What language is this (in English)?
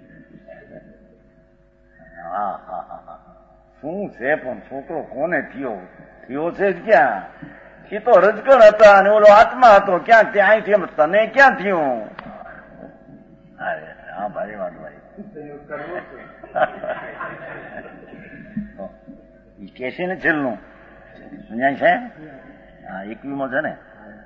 Gujarati